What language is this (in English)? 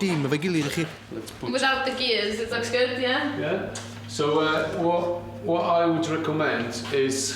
Welsh